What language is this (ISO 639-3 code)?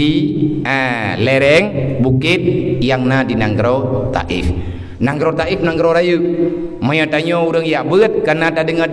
ace